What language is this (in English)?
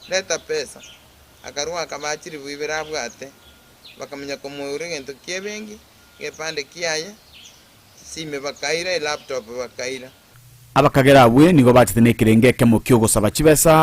Gusii